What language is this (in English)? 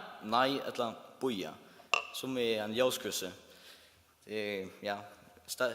Faroese